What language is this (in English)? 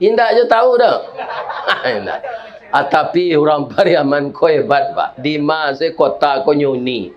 Minangkabau